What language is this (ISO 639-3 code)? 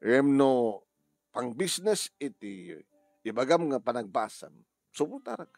ilo